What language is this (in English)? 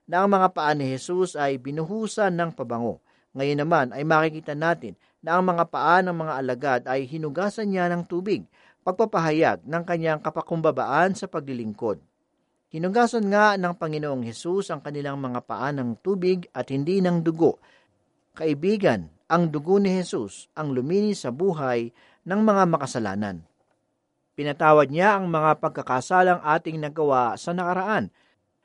Filipino